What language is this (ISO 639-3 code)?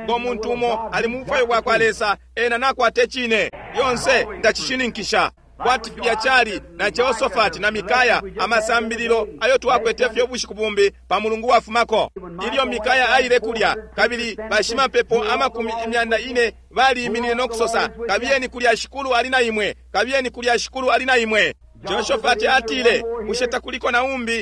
bem